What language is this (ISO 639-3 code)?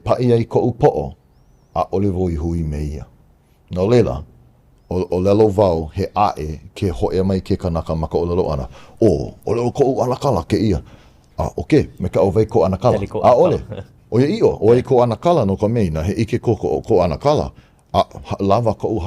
haw